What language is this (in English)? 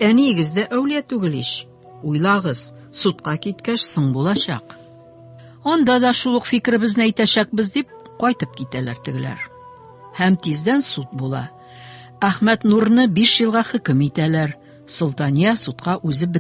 Tatar